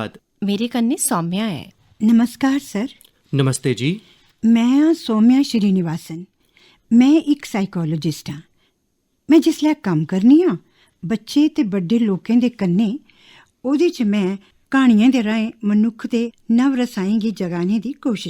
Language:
Dogri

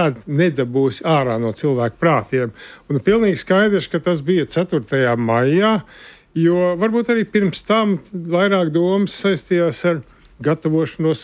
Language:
Latvian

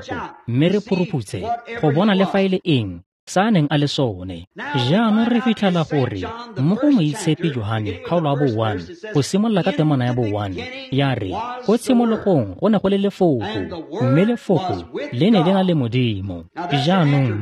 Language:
Tswana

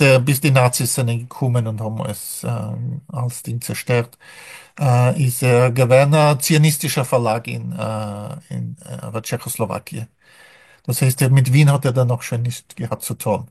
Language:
Yiddish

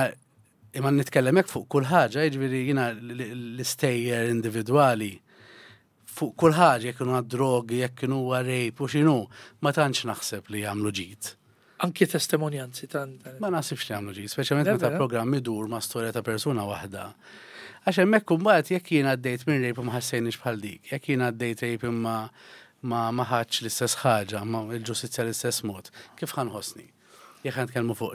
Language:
Maltese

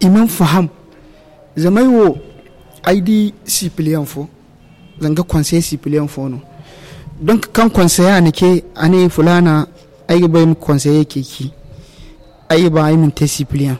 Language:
Zarma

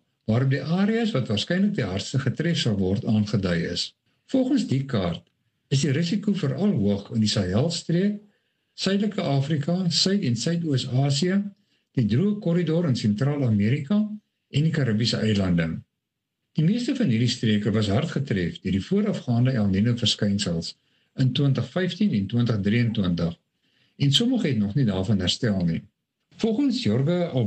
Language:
Afrikaans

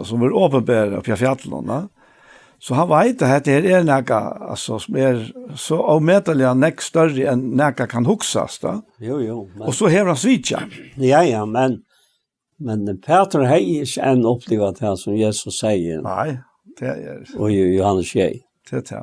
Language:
Faroese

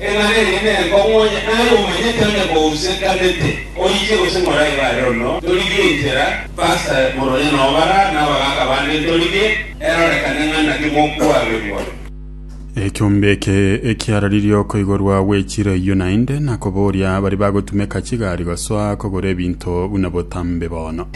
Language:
Gusii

